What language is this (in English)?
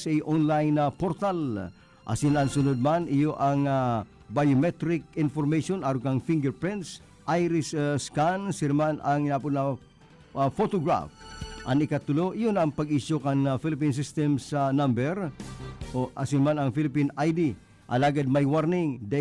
Bikol